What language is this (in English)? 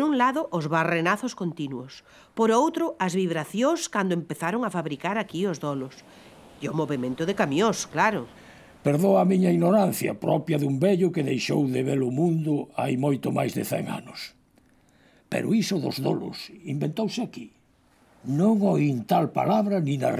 Galician